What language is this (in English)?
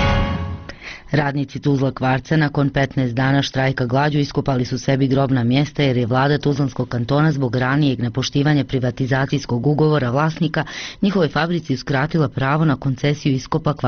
Bosnian